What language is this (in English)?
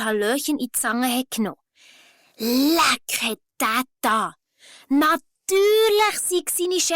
Swiss German